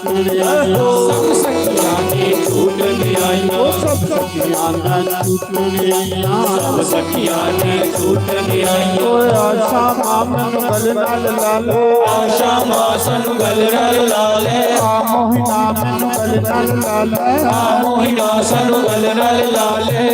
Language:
Dogri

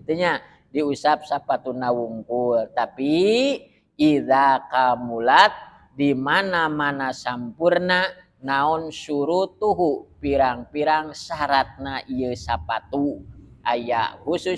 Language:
Sundanese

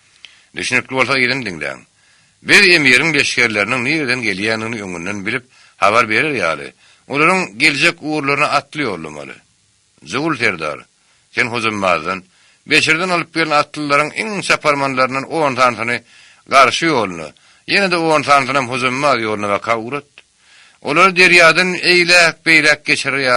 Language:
Turkmen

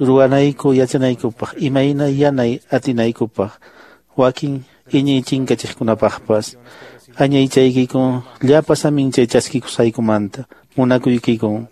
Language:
Quechua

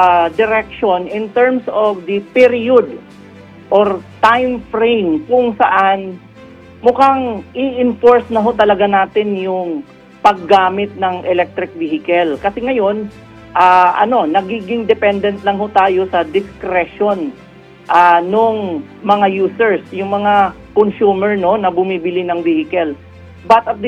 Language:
Filipino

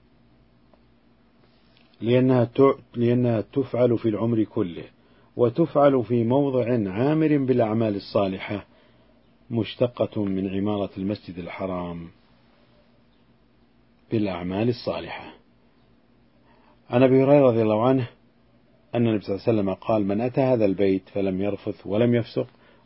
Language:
Arabic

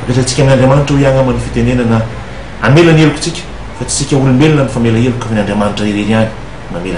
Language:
Malagasy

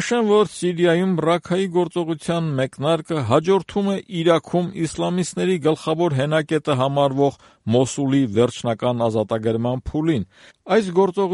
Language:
Armenian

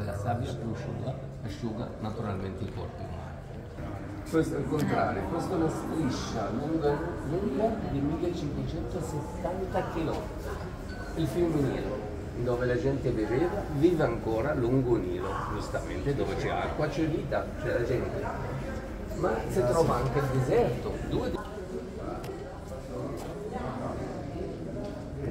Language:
Italian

